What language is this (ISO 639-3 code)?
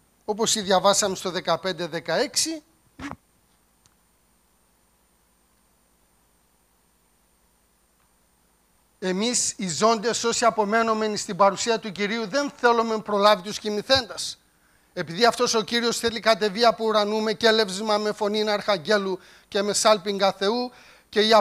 ell